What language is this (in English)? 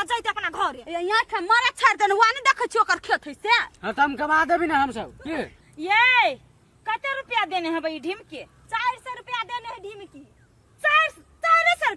Maithili